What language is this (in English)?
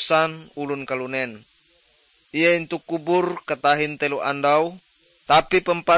Ngaju